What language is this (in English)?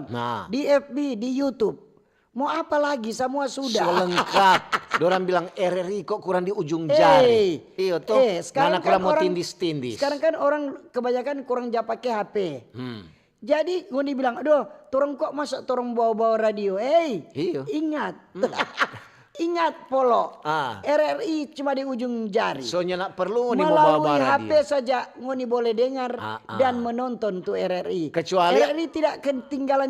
Manado Malay